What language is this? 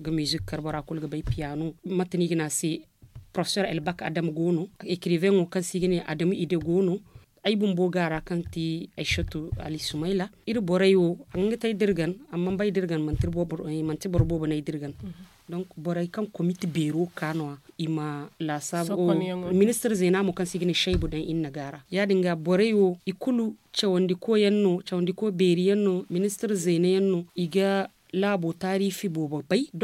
Zarma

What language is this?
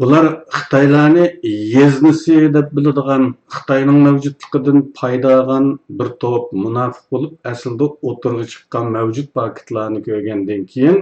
Uyghur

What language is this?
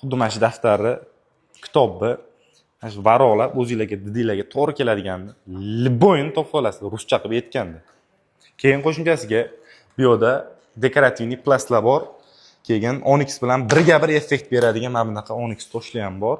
Uzbek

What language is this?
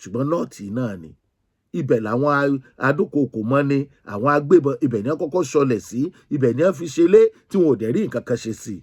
Yoruba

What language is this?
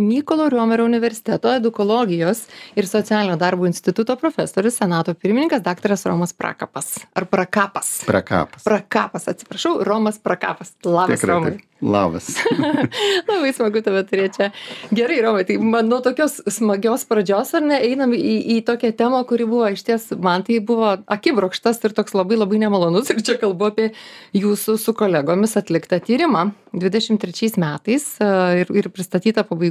Lithuanian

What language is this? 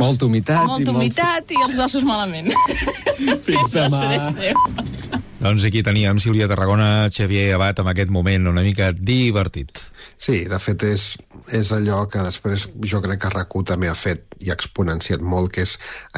Catalan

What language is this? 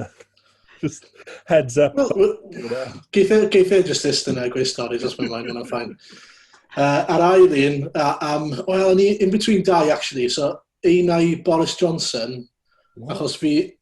Welsh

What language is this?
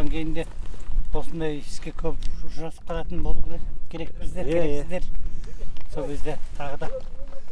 Kazakh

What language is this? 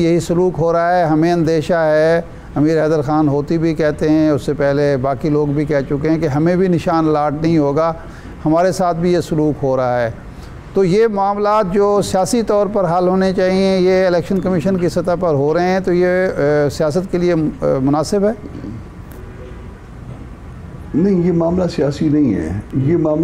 Urdu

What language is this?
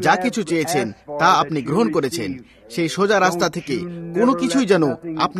Bangla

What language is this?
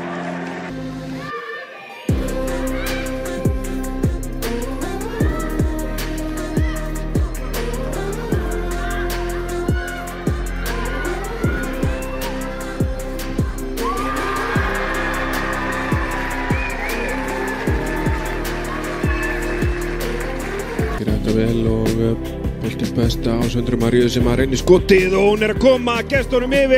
Icelandic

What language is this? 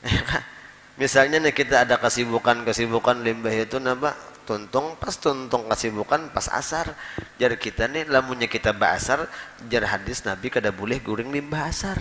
Banjar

